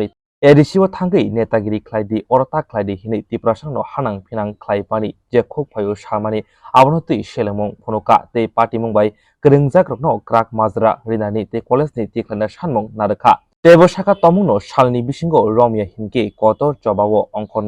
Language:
Kok Borok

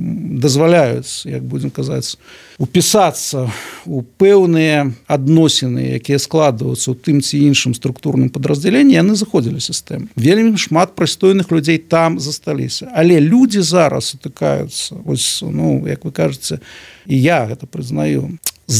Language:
Belarusian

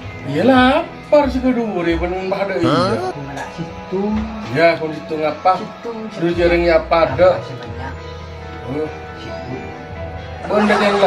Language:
Madurese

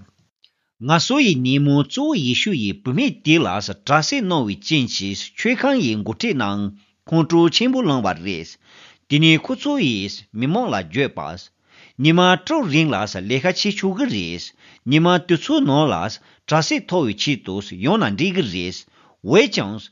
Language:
Tibetan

